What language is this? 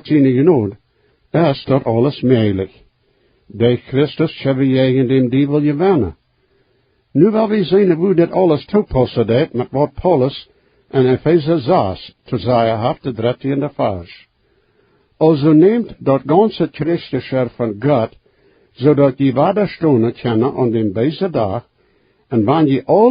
Plautdietsch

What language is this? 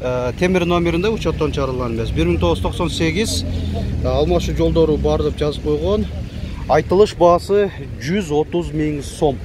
Kyrgyz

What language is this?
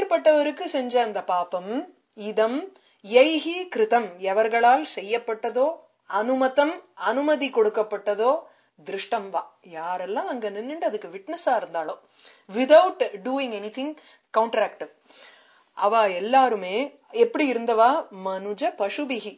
Tamil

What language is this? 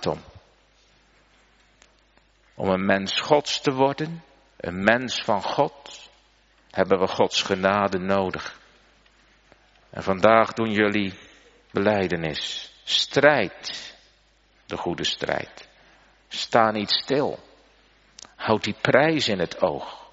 Dutch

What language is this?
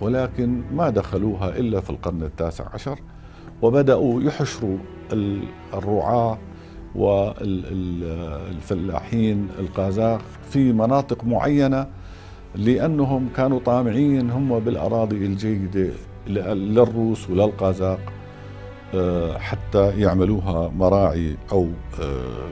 North Levantine Arabic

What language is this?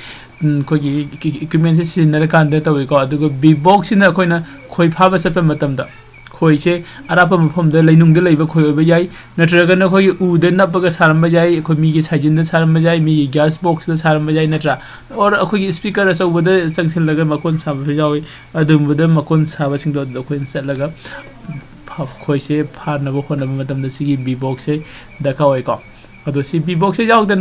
Manipuri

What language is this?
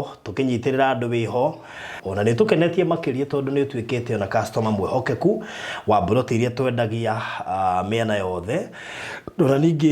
Kikuyu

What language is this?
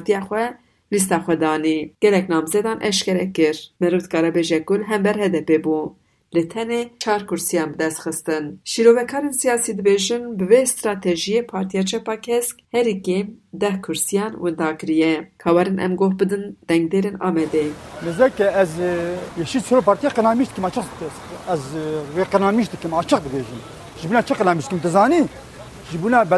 Kurdish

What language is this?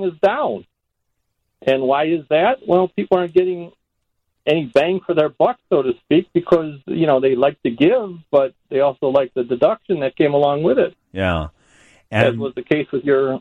English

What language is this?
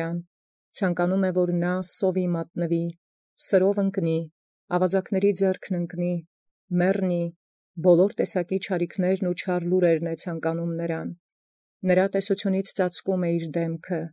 Armenian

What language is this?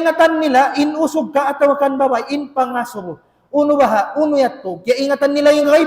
Tausug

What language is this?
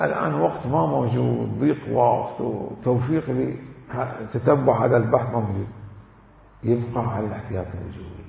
Mesopotamian Arabic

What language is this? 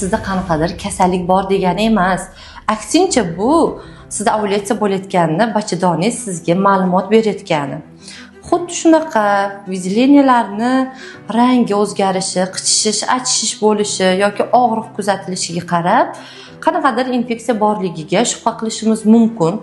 Uzbek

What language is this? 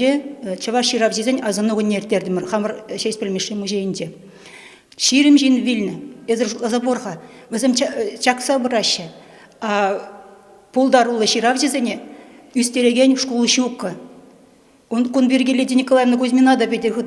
Chuvash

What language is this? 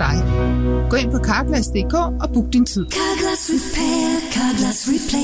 Danish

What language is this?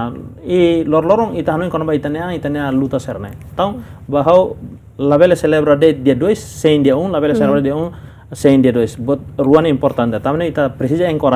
Tetum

